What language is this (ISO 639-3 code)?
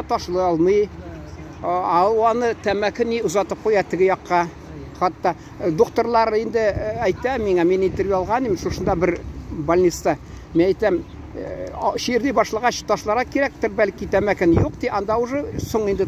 tat